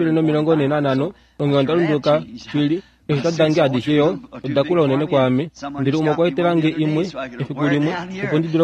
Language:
Kuanyama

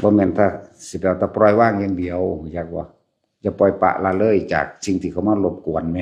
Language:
Lao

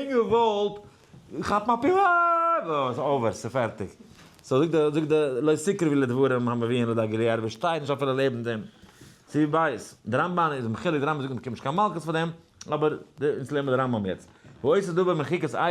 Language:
Yiddish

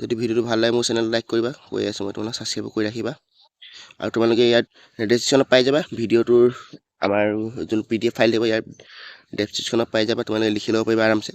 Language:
Assamese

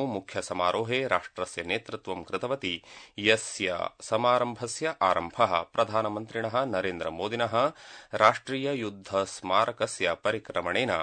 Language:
Sanskrit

